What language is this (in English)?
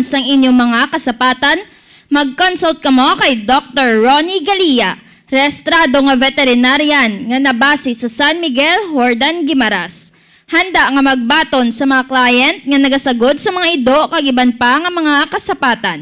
Hiligaynon